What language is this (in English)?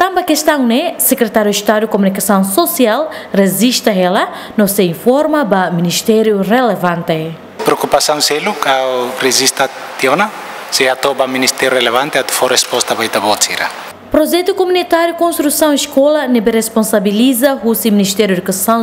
Tetum